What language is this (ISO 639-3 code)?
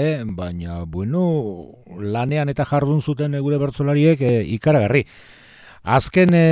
eus